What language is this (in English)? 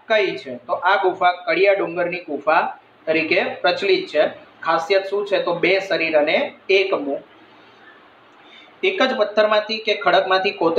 Gujarati